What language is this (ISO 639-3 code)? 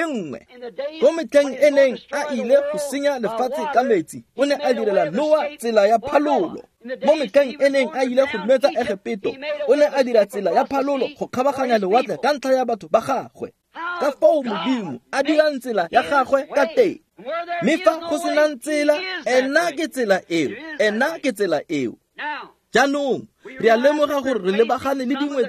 tsn